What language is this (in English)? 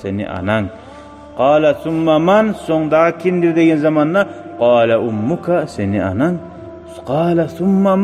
Kumyk